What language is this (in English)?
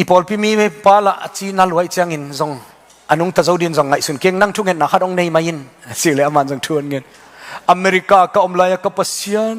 Tedim Chin